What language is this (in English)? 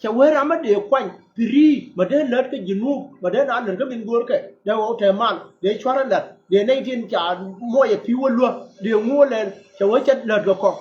Nuer